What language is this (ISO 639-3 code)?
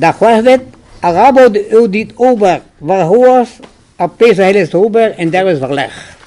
bre